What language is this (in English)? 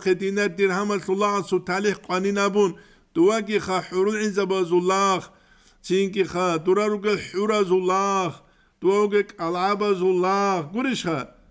Avaric